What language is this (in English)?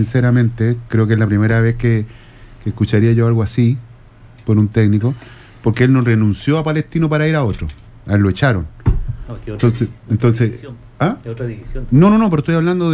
Spanish